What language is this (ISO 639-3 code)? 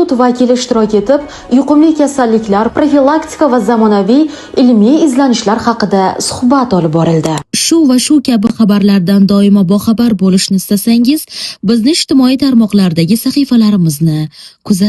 uzb